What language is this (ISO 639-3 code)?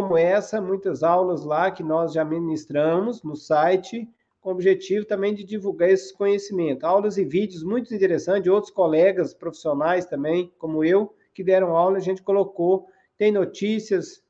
por